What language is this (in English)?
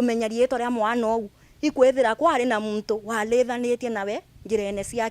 Meru